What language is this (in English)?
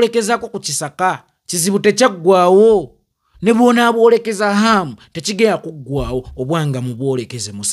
Ganda